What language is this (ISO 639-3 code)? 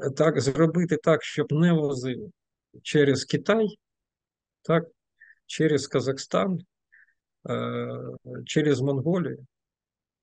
ukr